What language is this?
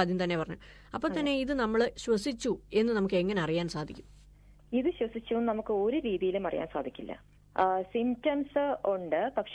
Malayalam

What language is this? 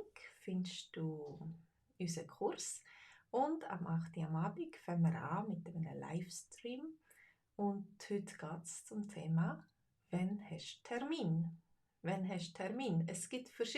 Swiss German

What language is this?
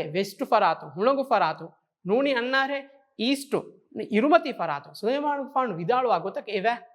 Divehi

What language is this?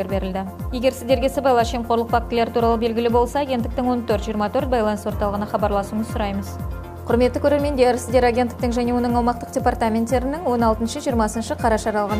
Kazakh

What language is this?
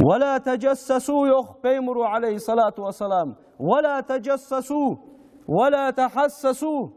Ingush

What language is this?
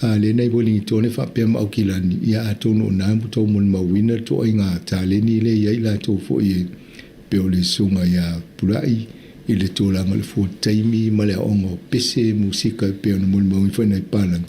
Samoan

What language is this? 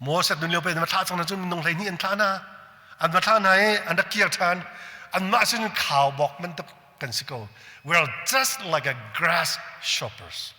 Hakha Chin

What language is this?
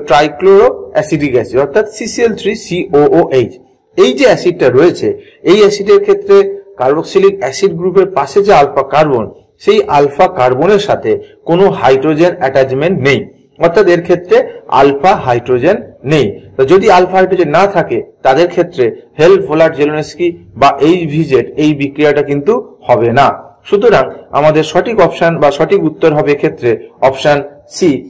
Bangla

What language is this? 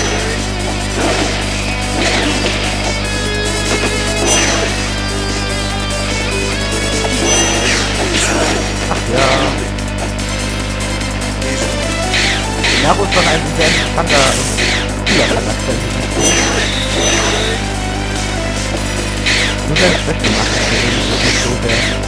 German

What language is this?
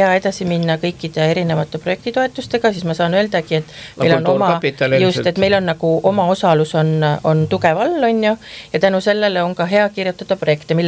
Estonian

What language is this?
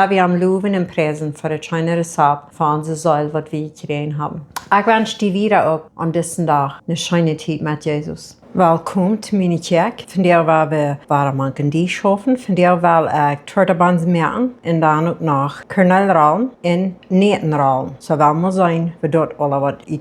Plautdietsch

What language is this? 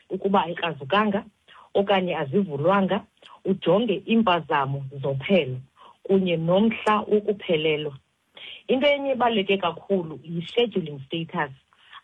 Xhosa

